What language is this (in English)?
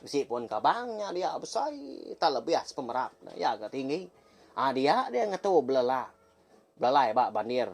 Iban